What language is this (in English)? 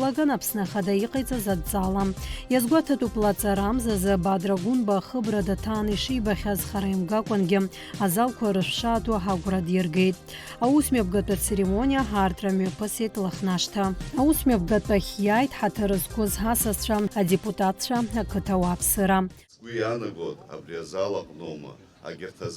Abkhazian